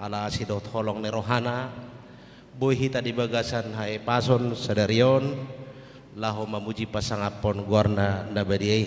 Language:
Batak Toba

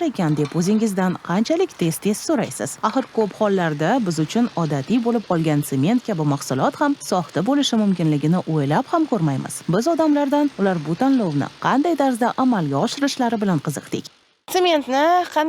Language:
Uzbek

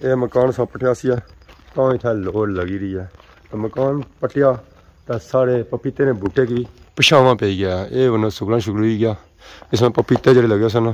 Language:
Pahari-Potwari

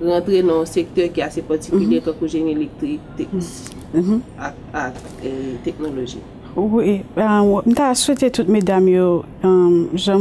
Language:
Haitian Creole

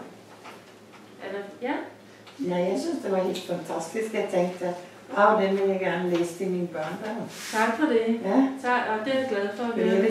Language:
Danish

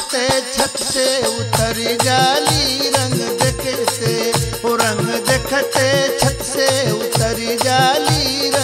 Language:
Bhojpuri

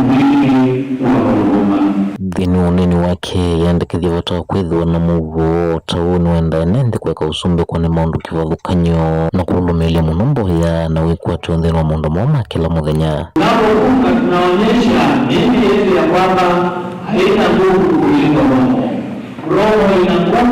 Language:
Kamba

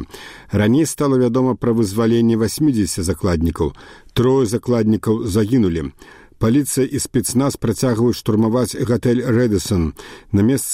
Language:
Belarusian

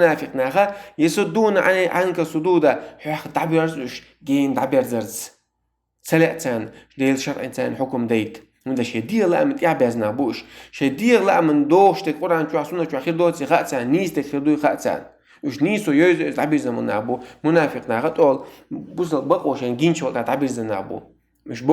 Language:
Chechen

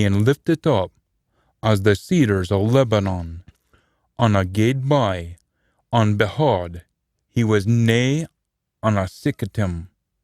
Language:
Scots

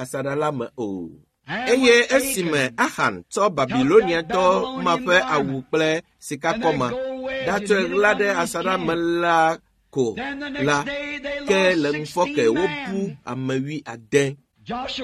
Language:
Ewe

